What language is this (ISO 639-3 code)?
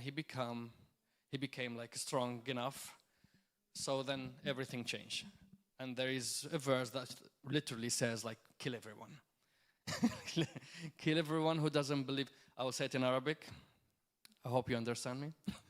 eng